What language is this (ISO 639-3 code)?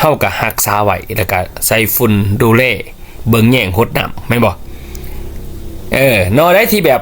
lao